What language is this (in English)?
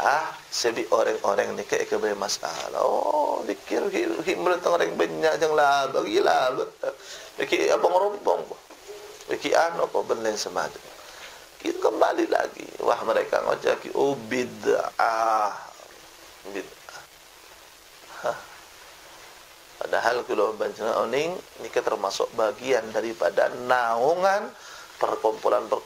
Madurese